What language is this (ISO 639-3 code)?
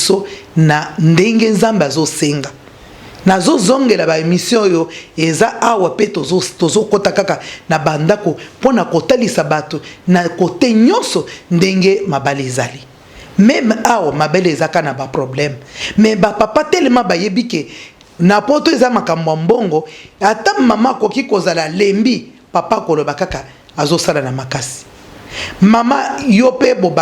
lin